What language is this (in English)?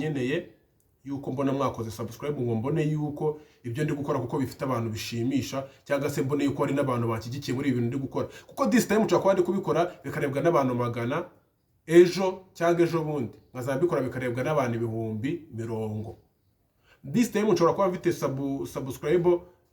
Kinyarwanda